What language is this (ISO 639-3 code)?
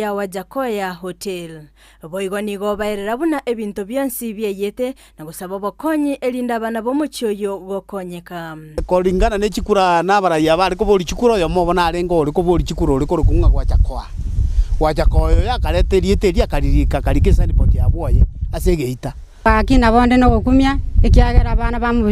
guz